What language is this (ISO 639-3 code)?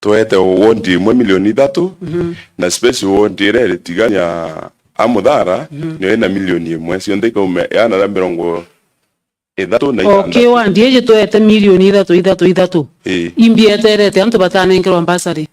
mer